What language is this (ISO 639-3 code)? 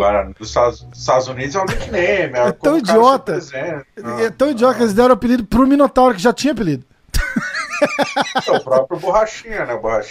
por